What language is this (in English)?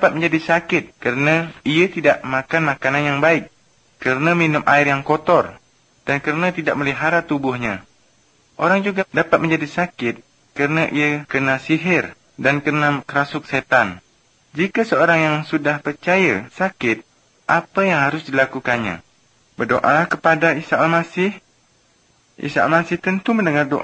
Malay